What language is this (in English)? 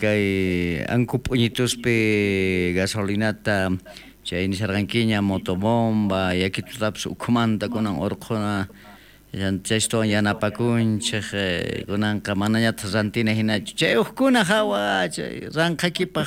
South Bolivian Quechua